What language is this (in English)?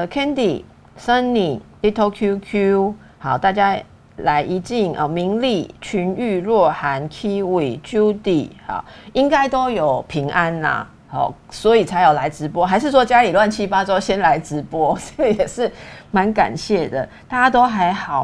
Chinese